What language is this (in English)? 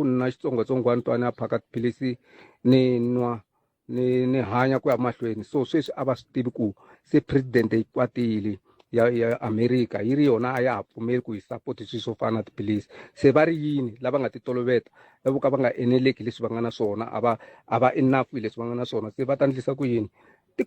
Tsonga